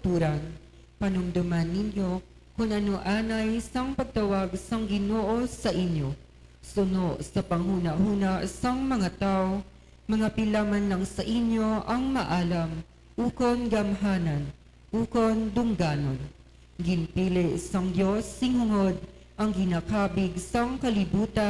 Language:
Hiligaynon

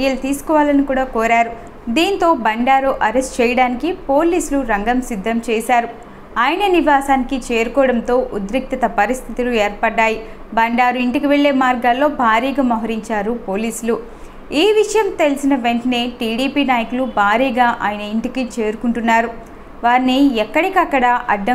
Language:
Telugu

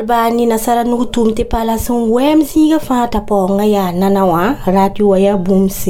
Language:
Mossi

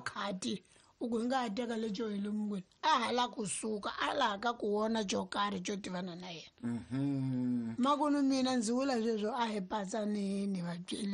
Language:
Tsonga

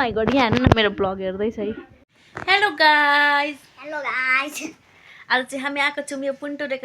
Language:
Nepali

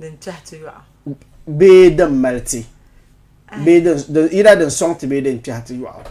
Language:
Dagbani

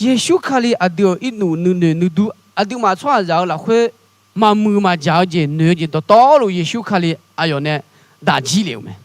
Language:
Akha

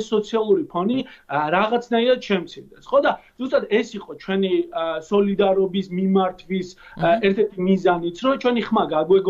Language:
Georgian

